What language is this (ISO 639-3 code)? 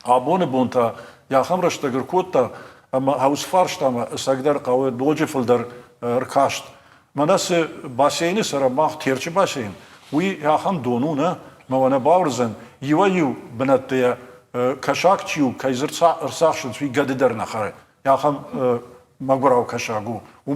oss